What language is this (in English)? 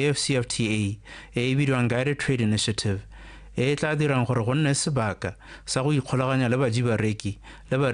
Tswana